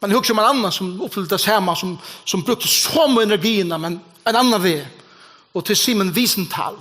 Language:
Faroese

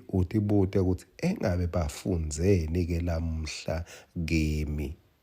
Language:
Swati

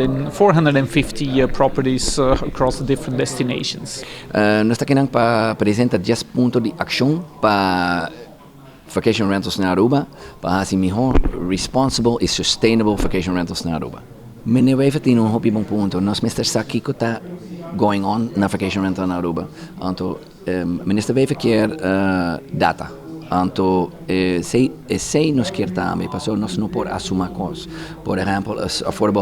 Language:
Papiamento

